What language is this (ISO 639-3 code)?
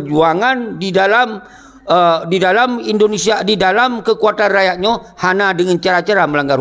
ace